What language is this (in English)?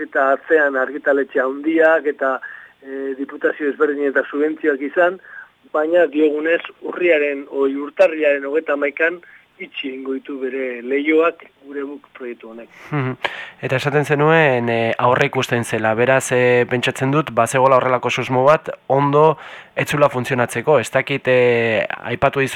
Basque